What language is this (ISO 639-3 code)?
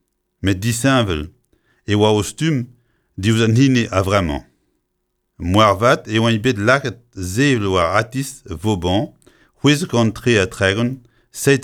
bre